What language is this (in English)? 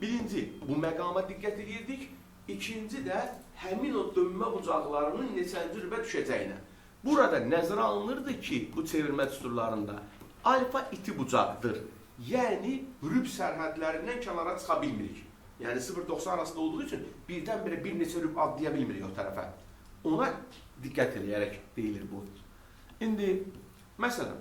Azerbaijani